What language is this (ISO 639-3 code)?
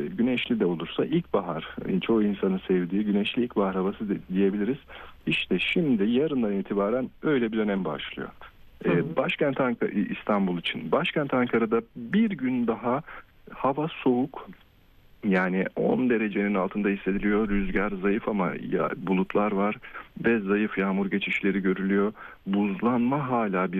tur